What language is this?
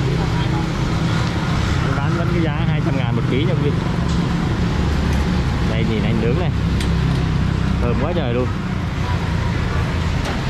Vietnamese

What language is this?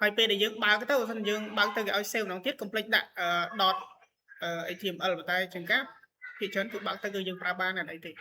Khmer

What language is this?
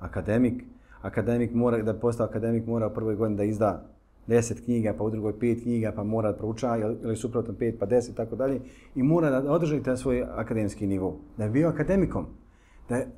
Bosnian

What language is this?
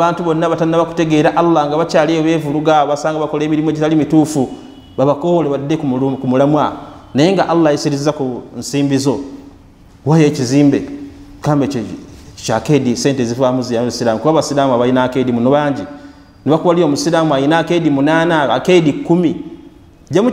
Ganda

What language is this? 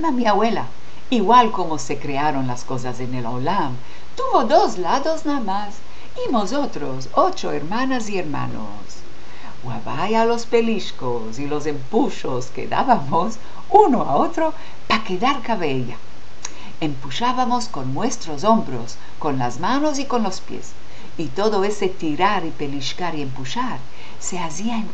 Ladino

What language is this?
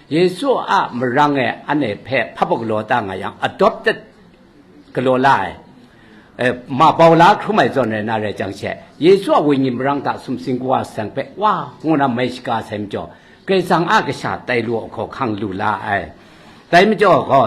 Kachin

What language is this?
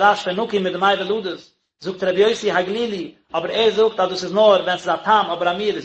Yiddish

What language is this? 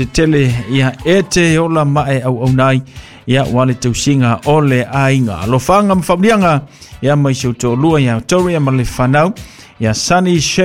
Samoan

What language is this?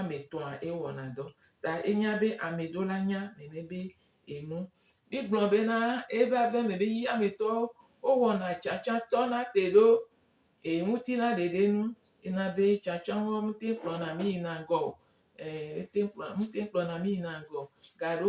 Gen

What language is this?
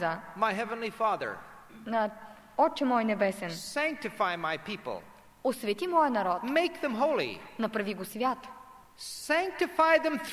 Bulgarian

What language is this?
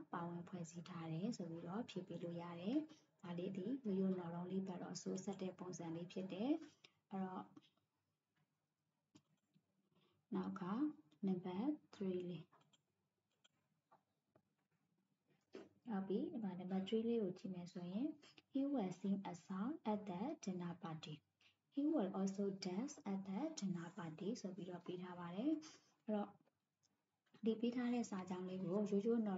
Burmese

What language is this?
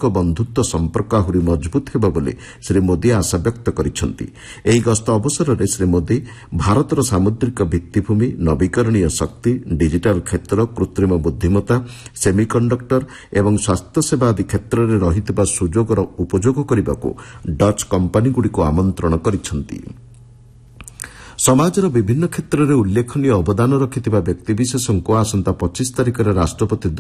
Odia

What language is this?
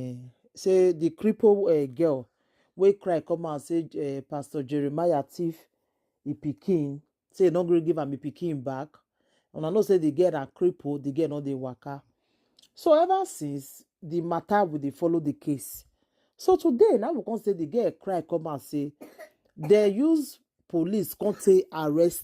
Nigerian Pidgin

